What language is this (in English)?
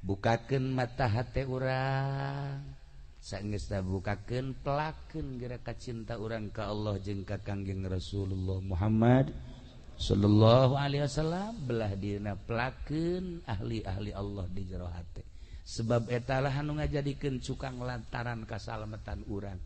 Sundanese